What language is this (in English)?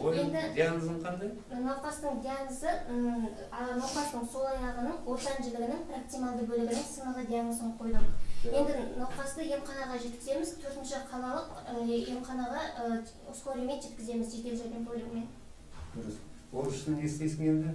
Kazakh